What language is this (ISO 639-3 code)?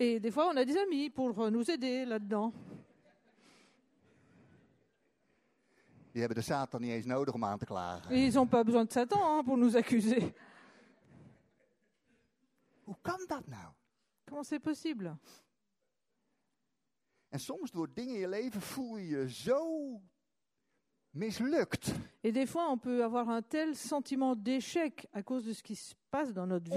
nld